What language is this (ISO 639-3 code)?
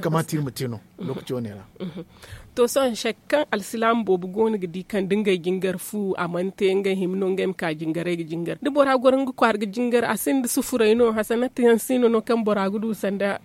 dje